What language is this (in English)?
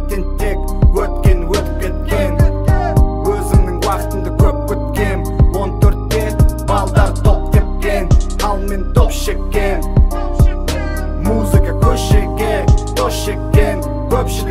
Kazakh